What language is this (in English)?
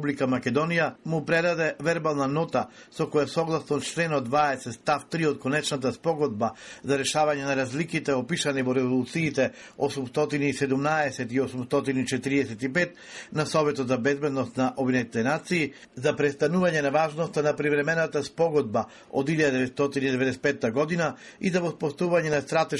Macedonian